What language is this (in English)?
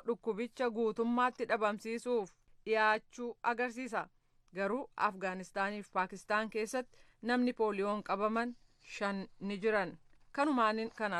Oromo